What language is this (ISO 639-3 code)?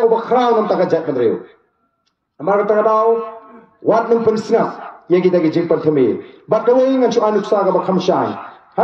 kha